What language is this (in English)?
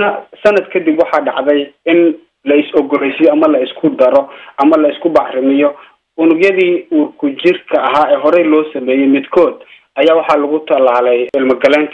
Somali